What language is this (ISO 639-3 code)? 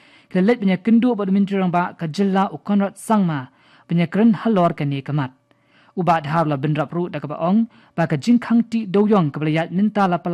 kha